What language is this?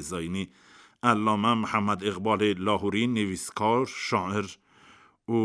Kurdish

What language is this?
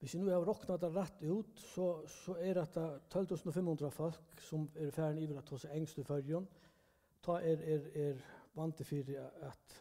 Faroese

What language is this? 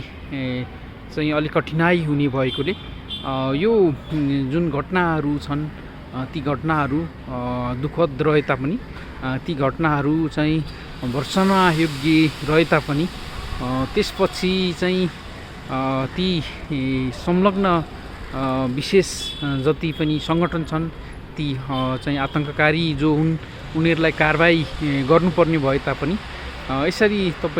Nepali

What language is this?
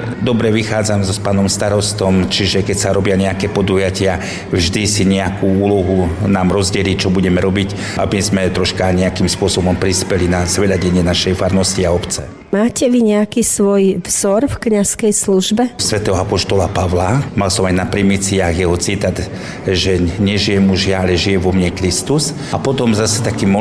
Slovak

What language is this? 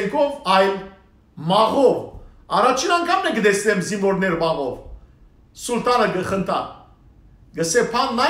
Western Armenian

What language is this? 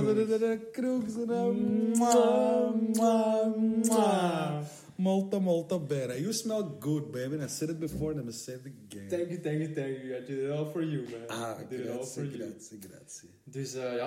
Dutch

